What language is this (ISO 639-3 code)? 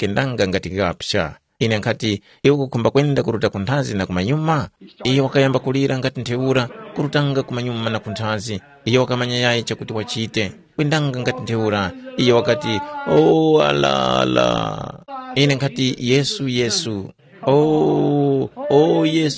tum